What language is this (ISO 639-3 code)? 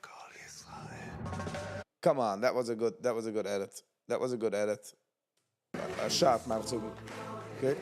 yid